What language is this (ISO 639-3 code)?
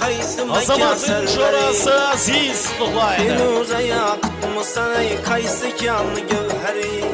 kaa